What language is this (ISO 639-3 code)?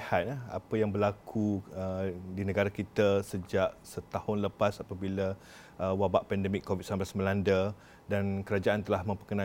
msa